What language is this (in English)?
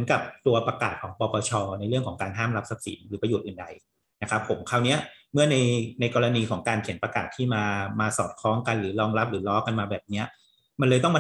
Thai